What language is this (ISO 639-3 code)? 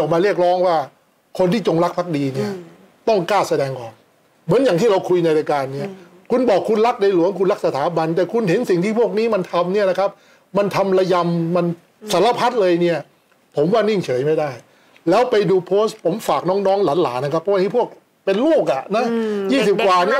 tha